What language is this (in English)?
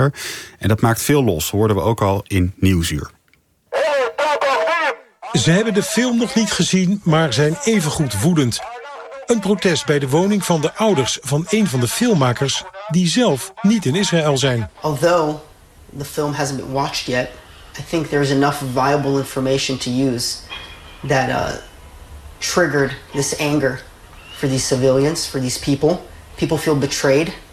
Dutch